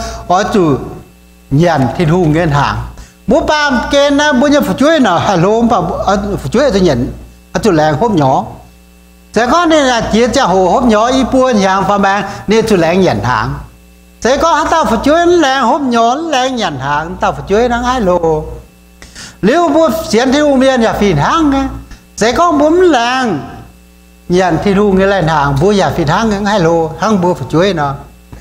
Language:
Iu Mien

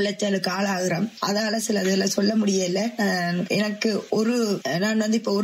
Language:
Tamil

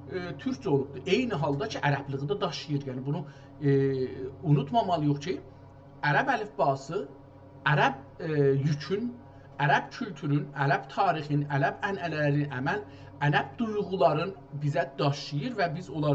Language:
South Azerbaijani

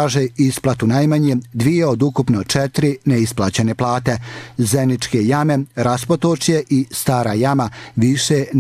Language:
Bosnian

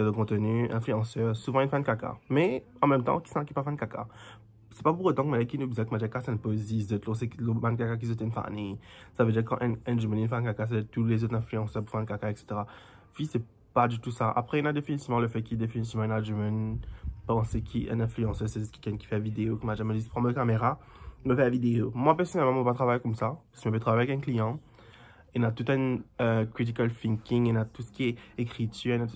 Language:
Morisyen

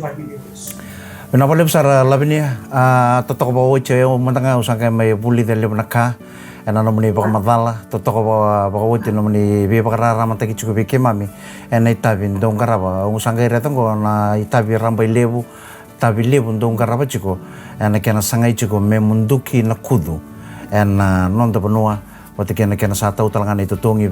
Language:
Fijian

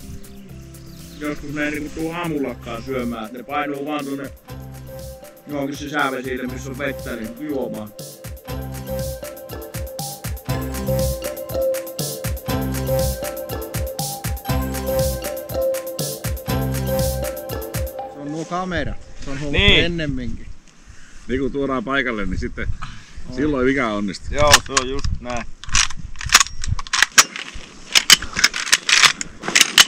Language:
Finnish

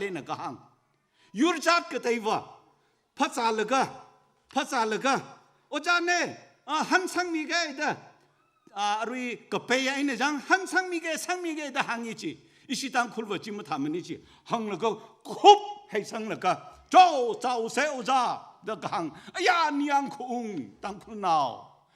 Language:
Tangkhul Naga (India)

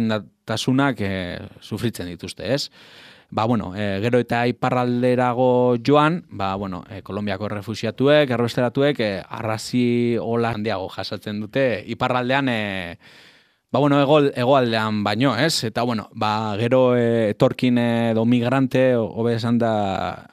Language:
Basque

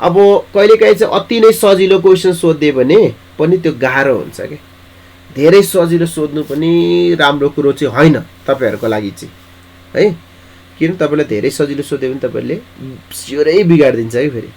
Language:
Nepali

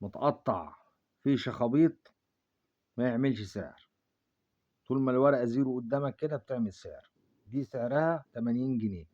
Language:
Egyptian Arabic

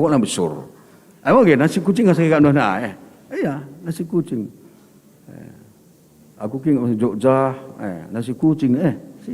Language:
Batak Karo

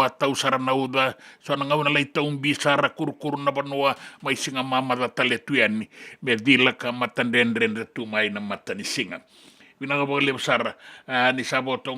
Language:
Fijian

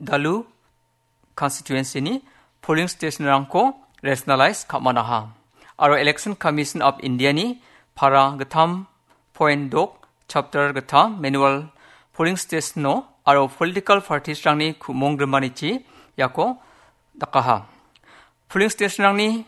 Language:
Garo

